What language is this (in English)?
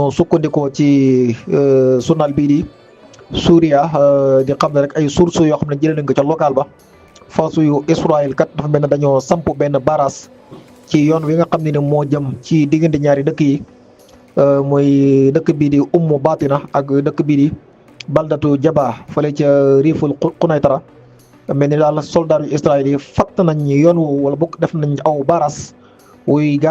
Wolof